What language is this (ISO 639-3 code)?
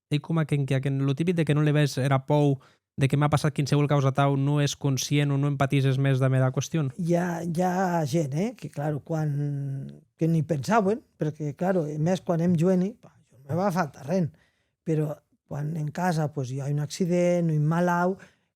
oci